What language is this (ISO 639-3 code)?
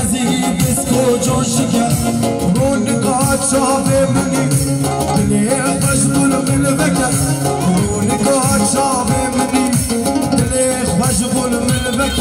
kur